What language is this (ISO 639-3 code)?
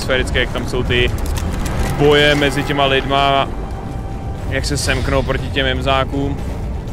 ces